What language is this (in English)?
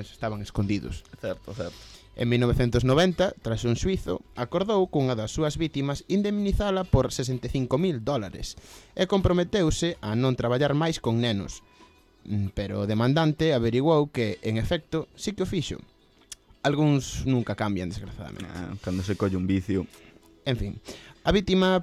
Galician